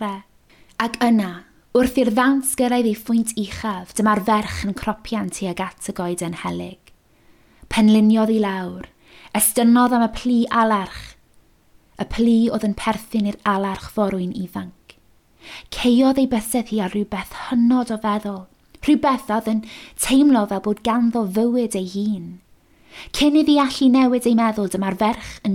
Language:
Welsh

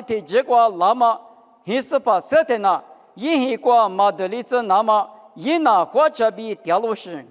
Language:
Lisu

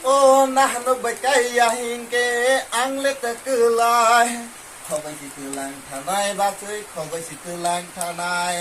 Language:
Kok Borok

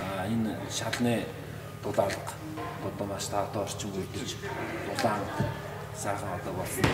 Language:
Mongolian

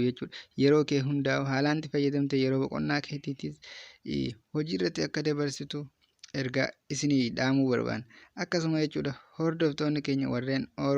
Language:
Oromo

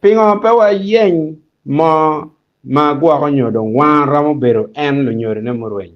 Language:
Acoli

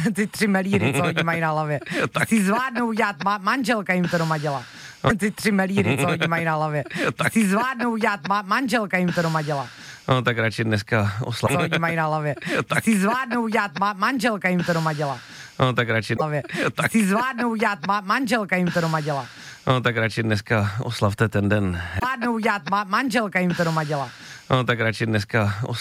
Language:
Czech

